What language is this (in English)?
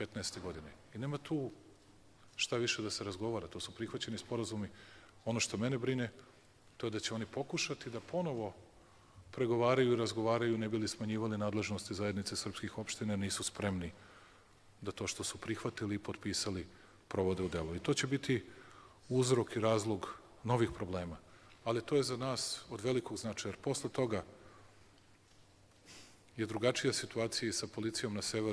Bosnian